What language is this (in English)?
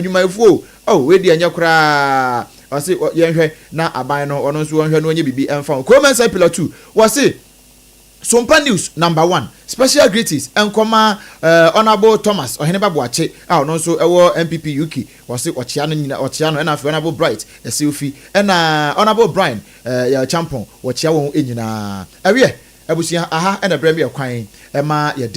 Akan